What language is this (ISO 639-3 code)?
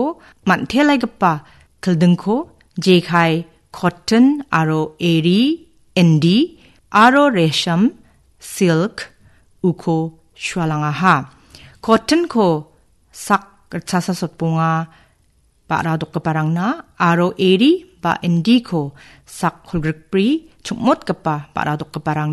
grt